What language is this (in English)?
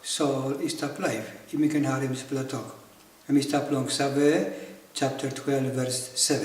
Tok Pisin